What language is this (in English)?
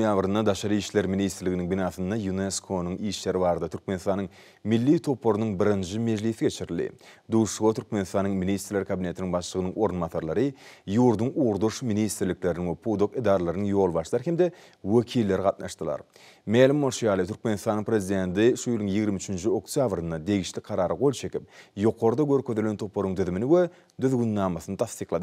Turkmen